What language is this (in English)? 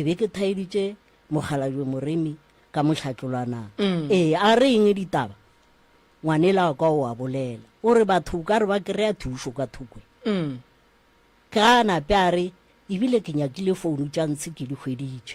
Northern Sotho